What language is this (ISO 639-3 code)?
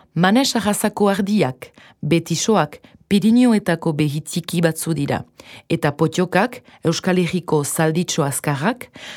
eus